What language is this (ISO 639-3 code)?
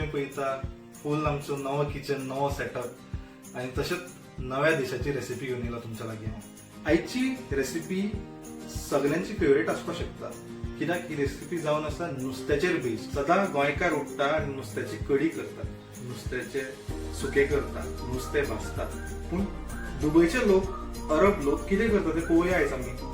kok